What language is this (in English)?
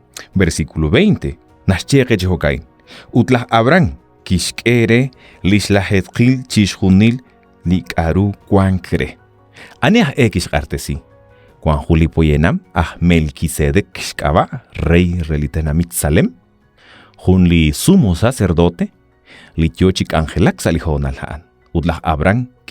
Kekchí